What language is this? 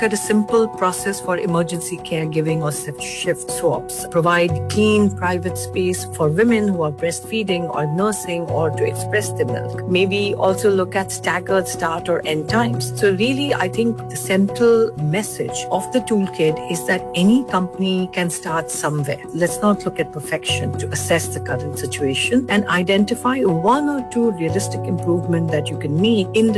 English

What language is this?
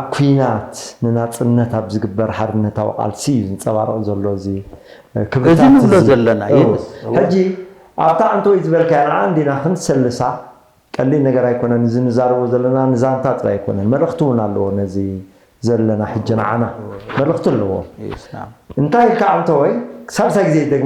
Tigrinya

